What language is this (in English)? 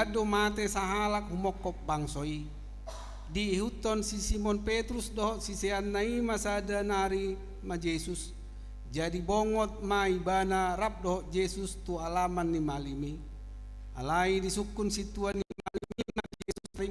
Batak Toba